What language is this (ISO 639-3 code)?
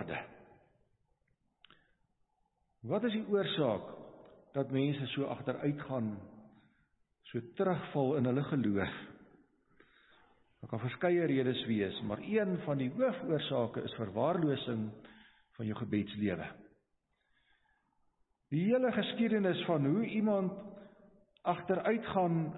afr